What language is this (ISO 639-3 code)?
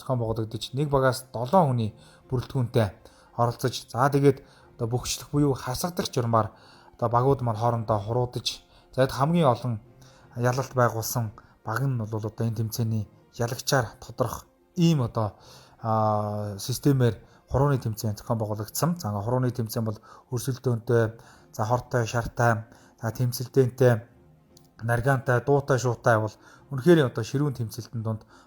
mon